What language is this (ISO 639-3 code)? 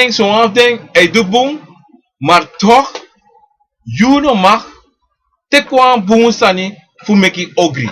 srn